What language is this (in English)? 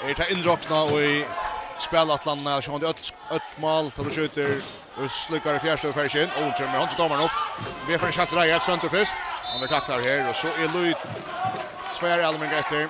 Faroese